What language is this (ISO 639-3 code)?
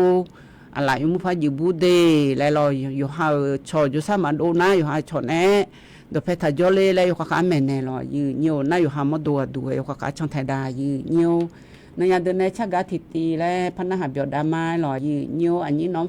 ahk